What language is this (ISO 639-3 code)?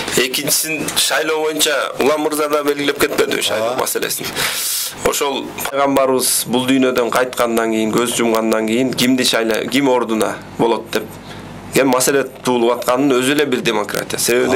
kir